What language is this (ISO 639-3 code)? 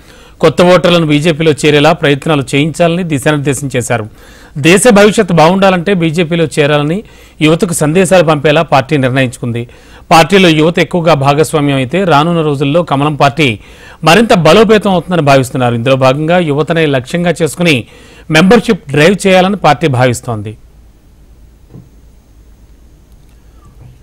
tel